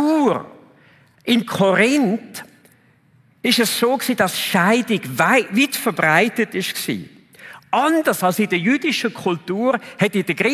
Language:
Swiss German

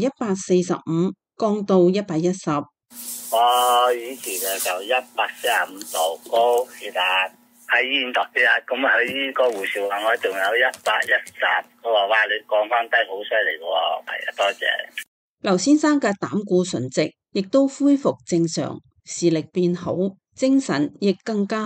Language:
Cantonese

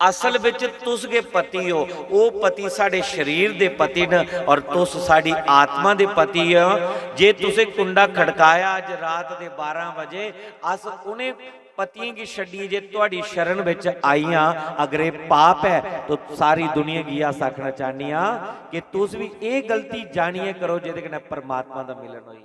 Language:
Dogri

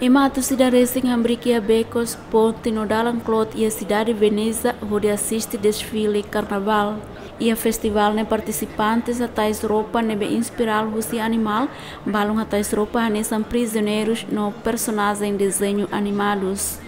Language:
Tetum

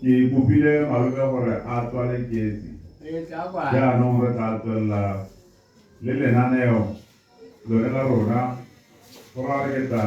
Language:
Tswana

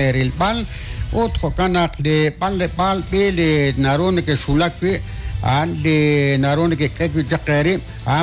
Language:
Kekchí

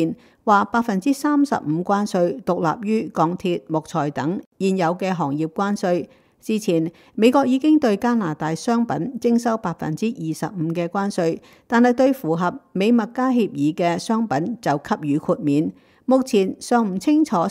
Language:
Cantonese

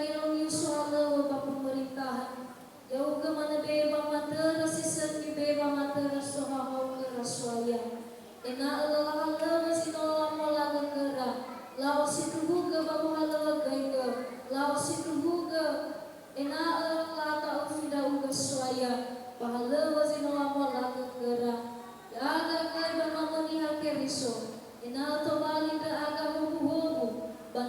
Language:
Nias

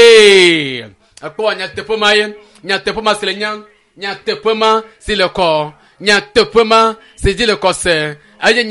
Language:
Ewe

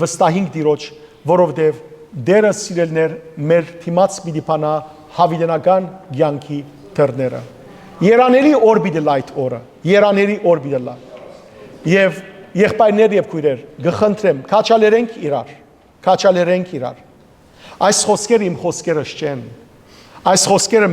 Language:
Western Armenian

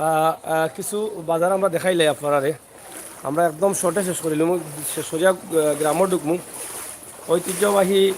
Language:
Sylheti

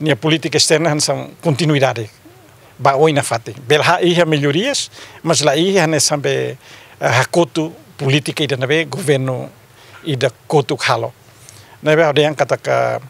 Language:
Tetum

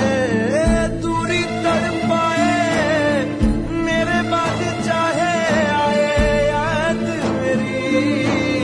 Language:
Hindi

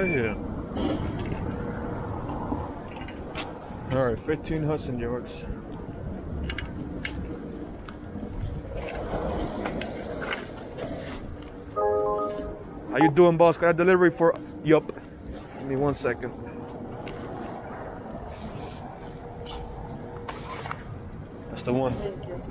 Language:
English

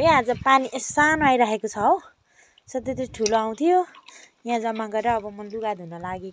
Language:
Nepali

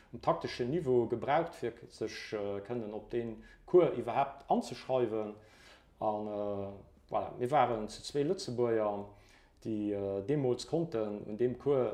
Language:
Luxembourgish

